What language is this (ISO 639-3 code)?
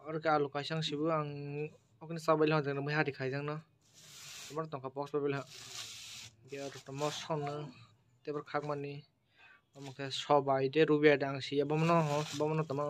trp